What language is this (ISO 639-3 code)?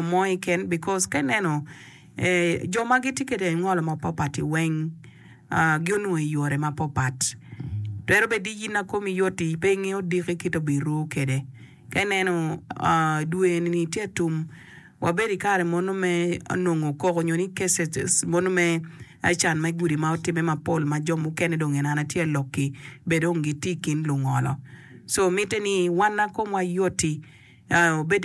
ach